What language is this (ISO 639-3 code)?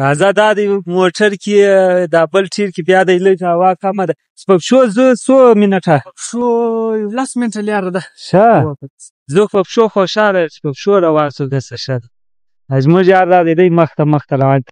pus